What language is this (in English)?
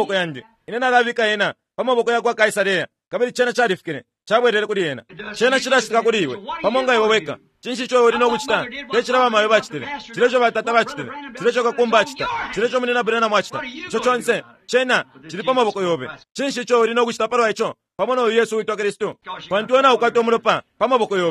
Bemba